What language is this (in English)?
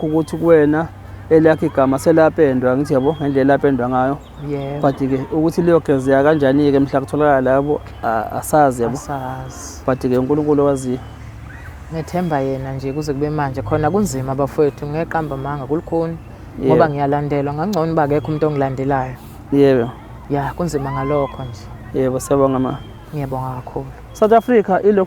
Zulu